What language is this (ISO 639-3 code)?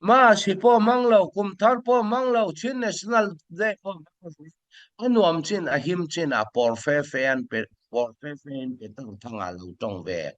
cfm